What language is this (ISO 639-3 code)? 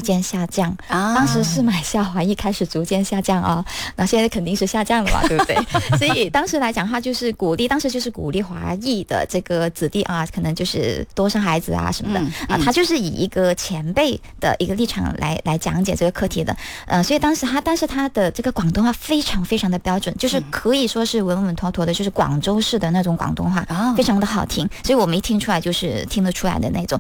zho